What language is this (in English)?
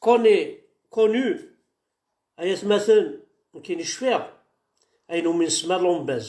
Kabyle